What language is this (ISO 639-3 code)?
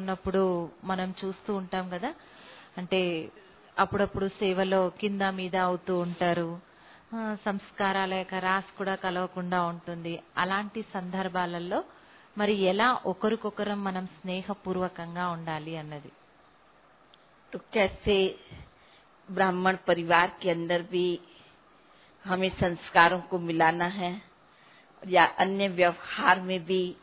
tel